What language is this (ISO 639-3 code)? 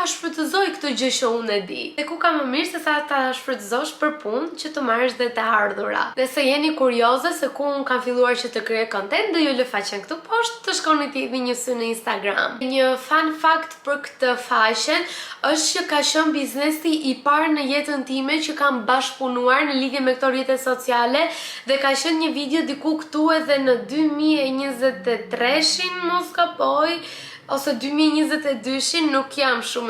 sqi